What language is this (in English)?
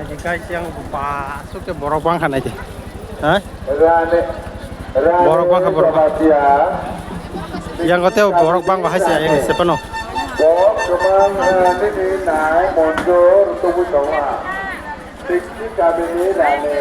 Kok Borok